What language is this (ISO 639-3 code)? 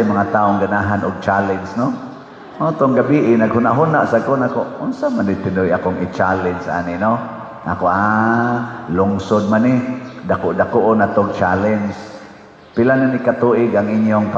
ceb